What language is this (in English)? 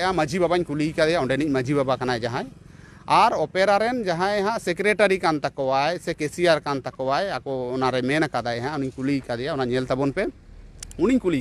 Santali